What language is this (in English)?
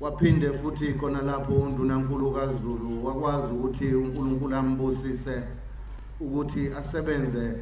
Zulu